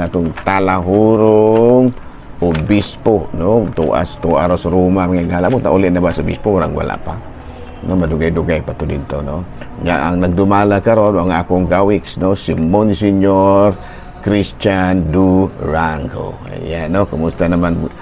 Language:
Cebuano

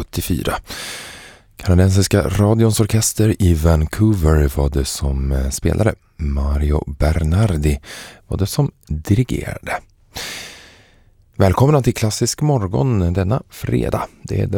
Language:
Swedish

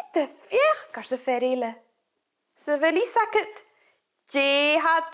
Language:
Scottish Gaelic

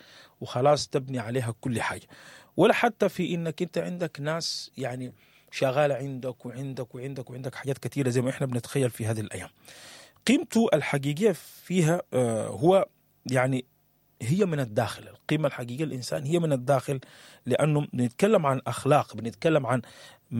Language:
Sudanese Arabic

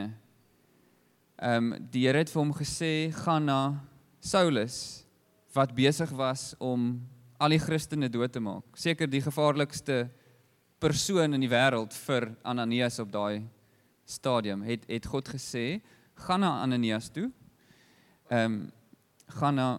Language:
Afrikaans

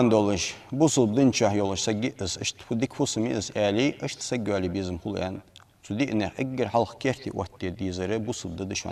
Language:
Ingush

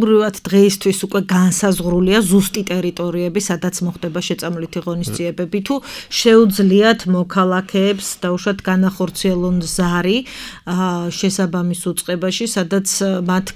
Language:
Georgian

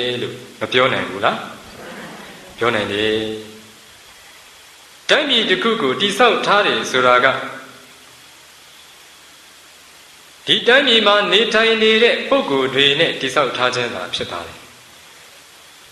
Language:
Burmese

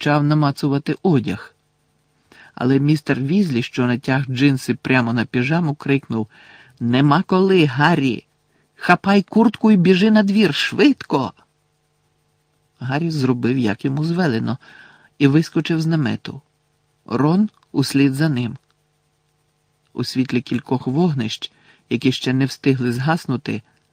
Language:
Ukrainian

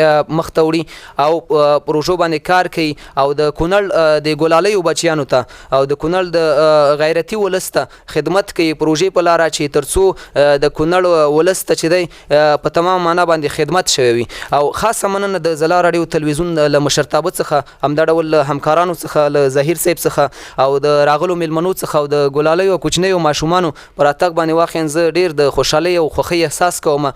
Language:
Pashto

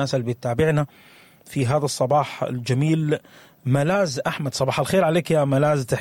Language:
Sudanese Arabic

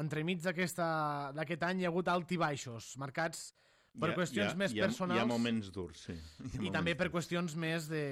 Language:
Catalan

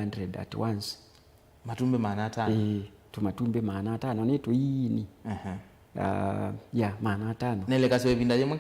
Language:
Kamba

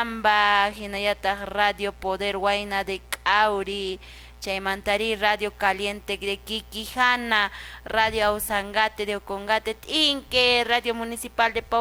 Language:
Quechua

